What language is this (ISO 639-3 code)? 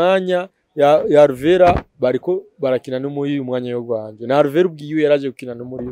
run